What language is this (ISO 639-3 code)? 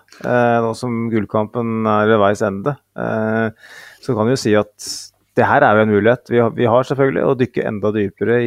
nor